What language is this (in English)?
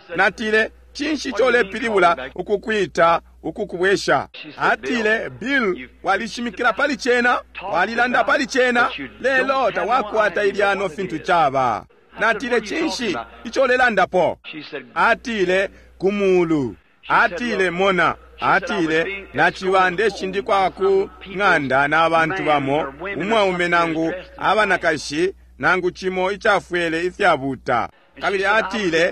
Bemba